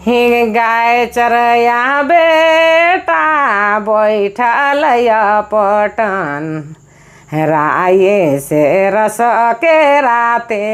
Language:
Sadri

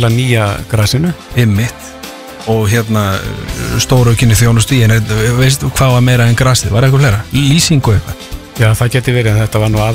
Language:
Icelandic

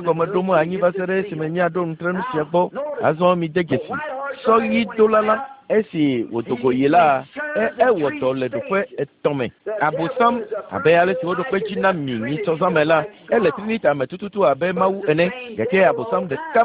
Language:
Ewe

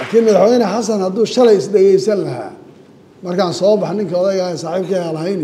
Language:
Somali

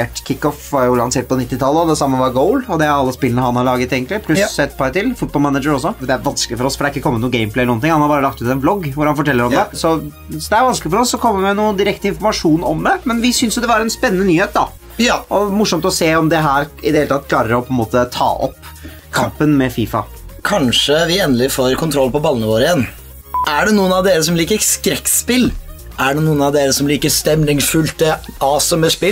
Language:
Norwegian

